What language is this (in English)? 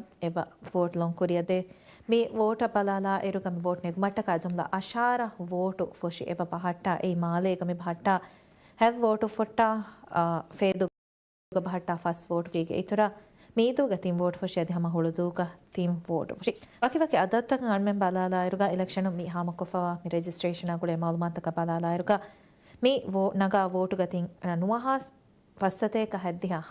Divehi